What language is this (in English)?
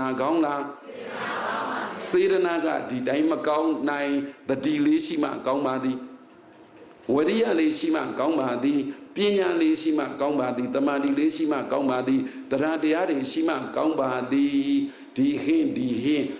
Burmese